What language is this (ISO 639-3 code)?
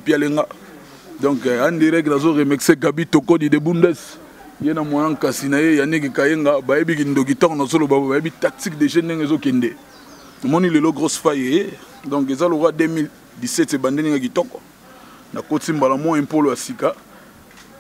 lin